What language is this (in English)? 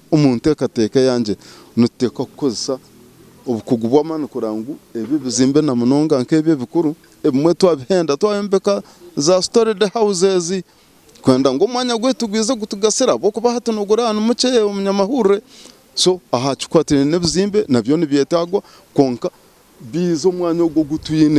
Nyankole